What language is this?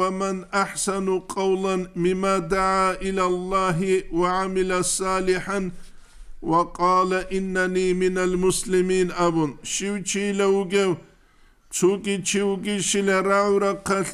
Avaric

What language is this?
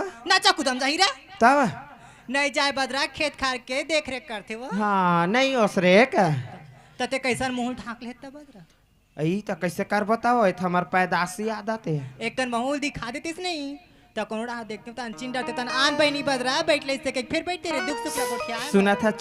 Chhattisgarhi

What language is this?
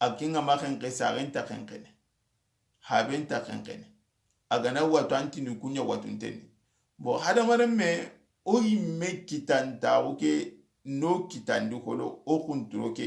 Soninke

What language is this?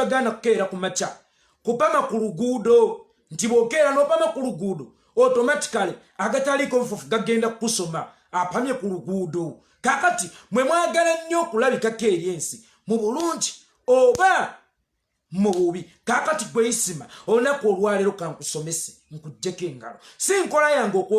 Ganda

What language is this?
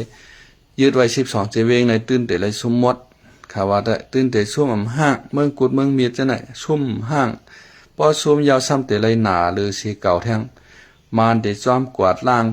Shan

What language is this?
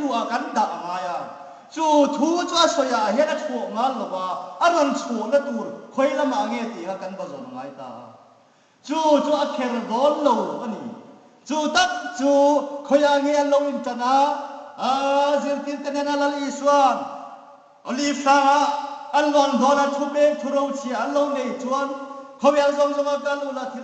Hmar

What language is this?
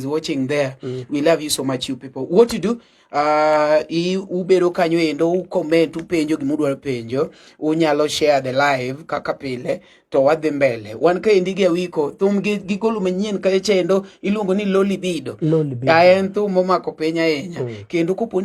Luo (Kenya and Tanzania)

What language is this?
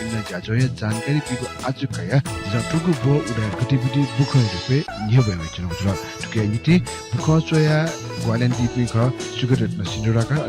Newari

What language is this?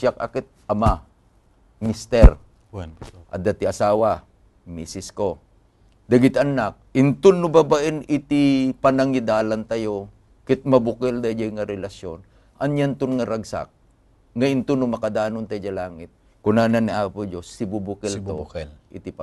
Iloko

